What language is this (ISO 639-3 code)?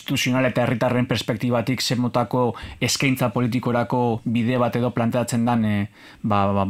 eus